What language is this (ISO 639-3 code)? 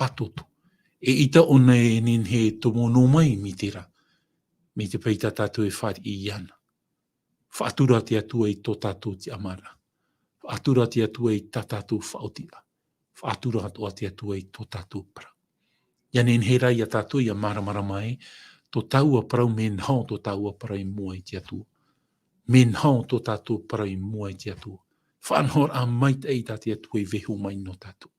tah